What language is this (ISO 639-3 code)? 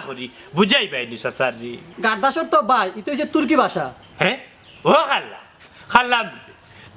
syl